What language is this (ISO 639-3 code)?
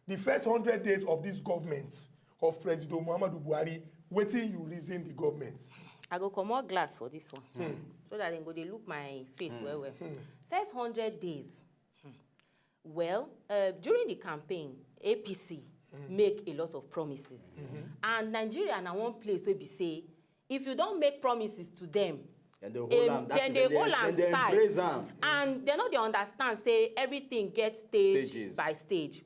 pcm